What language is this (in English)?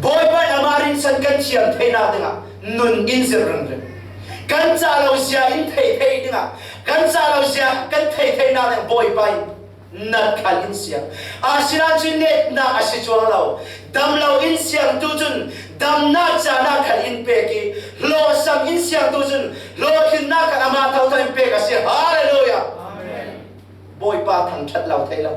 Falam Chin